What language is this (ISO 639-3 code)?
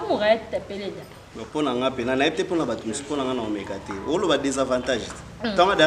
lin